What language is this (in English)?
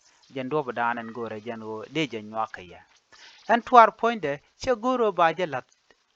Nuer